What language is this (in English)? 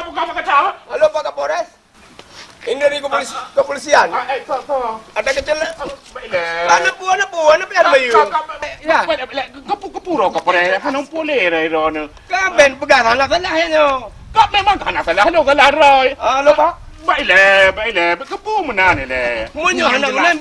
Achinese